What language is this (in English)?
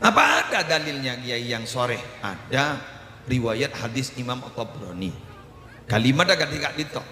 Madurese